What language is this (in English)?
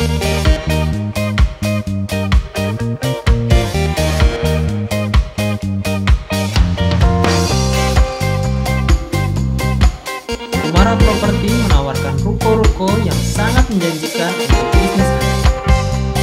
Indonesian